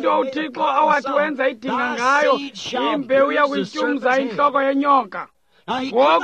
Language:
Xhosa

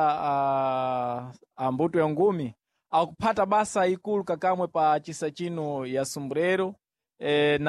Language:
Sena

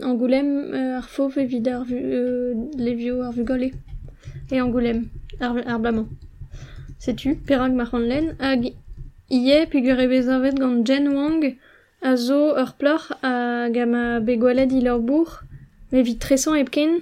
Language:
Breton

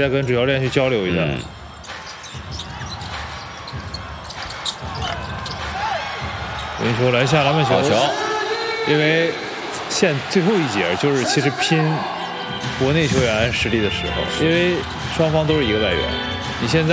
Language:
Chinese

